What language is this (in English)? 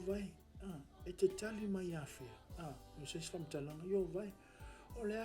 Samoan